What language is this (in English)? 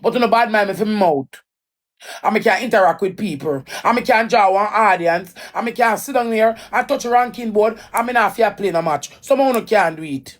Jamaican Creole English